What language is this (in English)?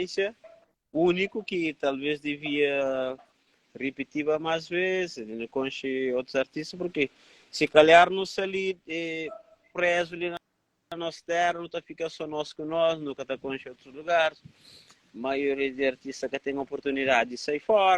Kabuverdianu